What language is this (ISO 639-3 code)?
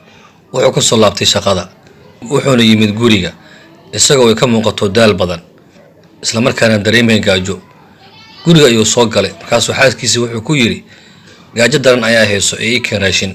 som